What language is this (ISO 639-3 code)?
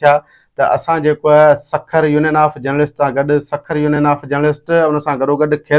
snd